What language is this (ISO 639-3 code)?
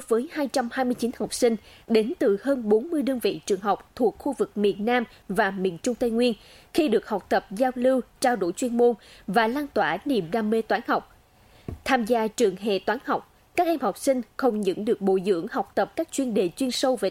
vie